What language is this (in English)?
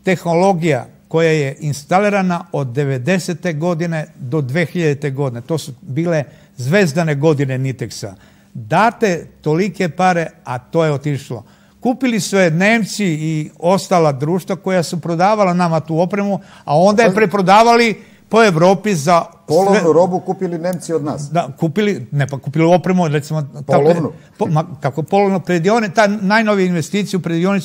Serbian